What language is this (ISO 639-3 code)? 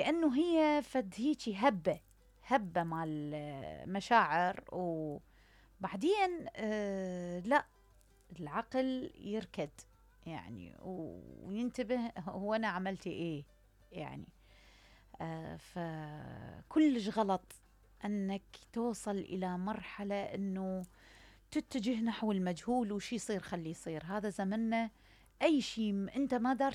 acm